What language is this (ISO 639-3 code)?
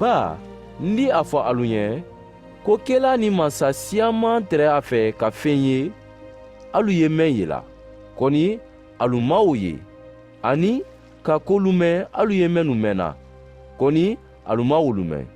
man